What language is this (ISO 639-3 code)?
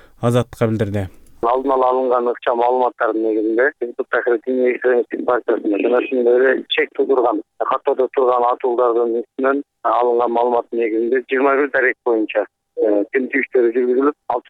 kir